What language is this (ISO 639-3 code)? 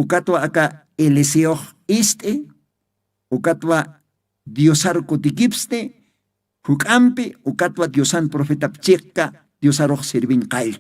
aym